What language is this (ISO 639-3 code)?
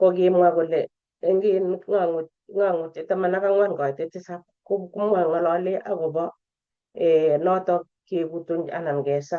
kln